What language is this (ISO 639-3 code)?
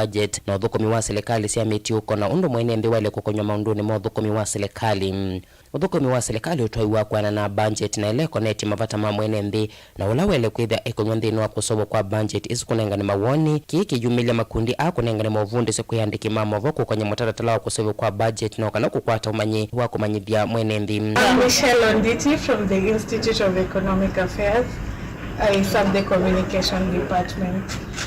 kam